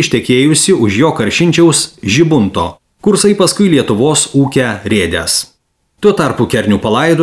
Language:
Lithuanian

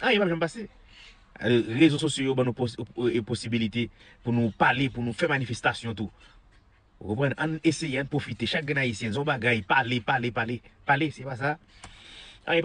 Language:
Haitian Creole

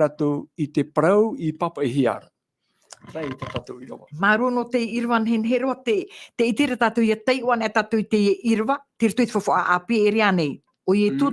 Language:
Tahitian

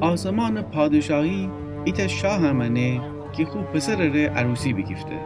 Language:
Gilaki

